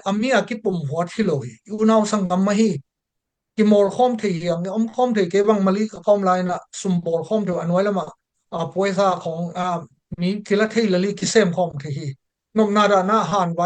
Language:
Tedim Chin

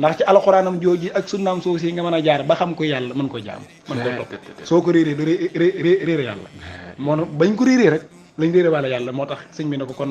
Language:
Wolof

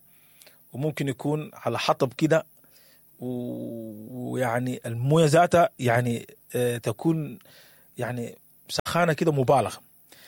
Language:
Sudanese Arabic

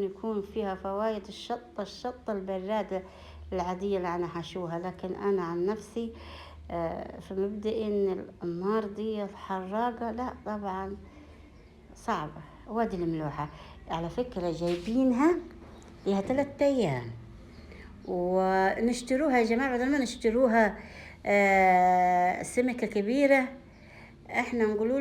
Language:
Egyptian Arabic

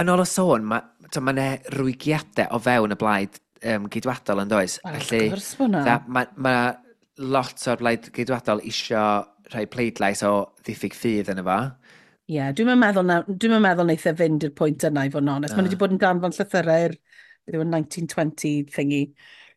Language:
Welsh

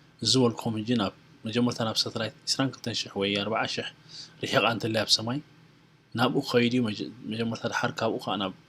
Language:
Tigrinya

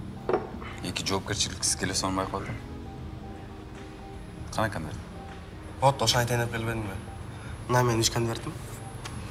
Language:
Kyrgyz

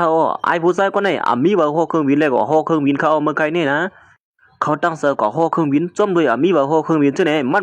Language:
Shan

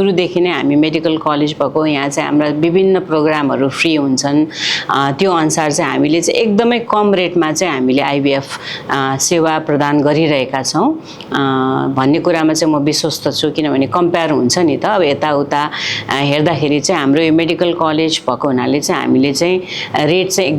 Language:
Nepali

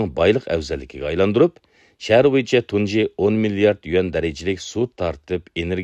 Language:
Uyghur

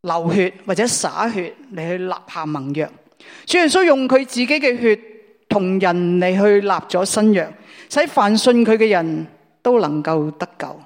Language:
Cantonese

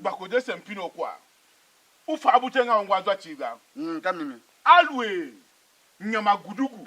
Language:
Tiv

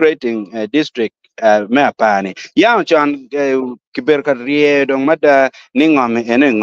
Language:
Acoli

